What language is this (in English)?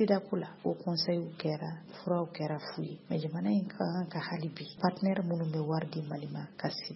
Bambara